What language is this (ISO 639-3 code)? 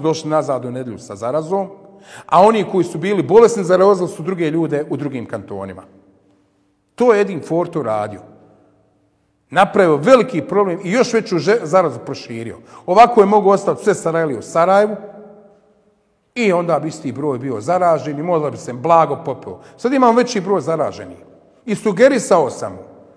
bos